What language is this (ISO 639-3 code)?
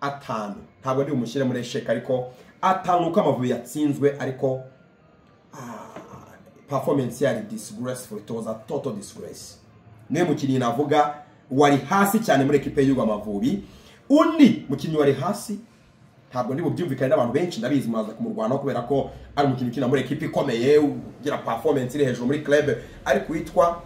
kin